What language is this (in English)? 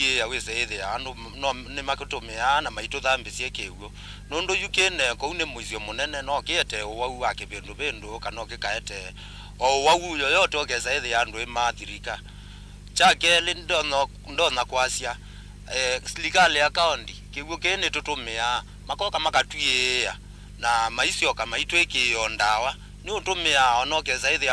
Kamba